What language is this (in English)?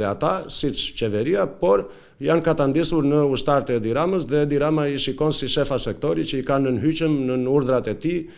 Albanian